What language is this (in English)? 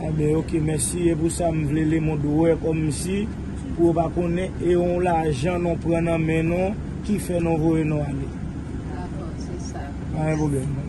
Haitian Creole